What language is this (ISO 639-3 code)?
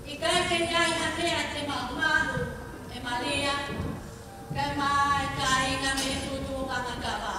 ton